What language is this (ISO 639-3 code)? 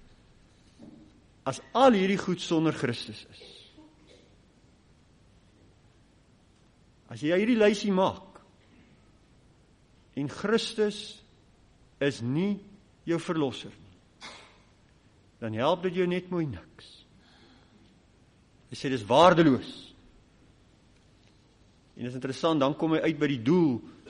afr